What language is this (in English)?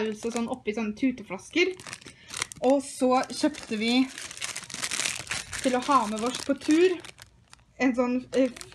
Norwegian